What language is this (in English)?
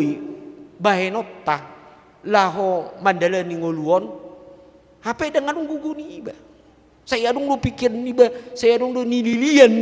Batak Toba